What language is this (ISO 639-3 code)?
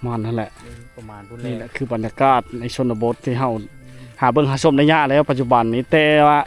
lao